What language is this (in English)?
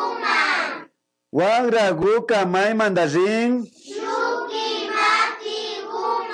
Imbabura Highland Quichua